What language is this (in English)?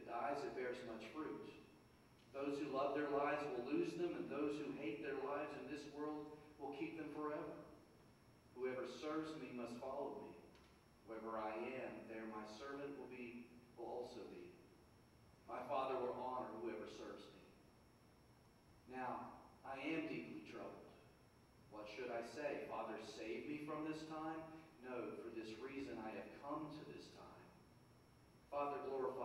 English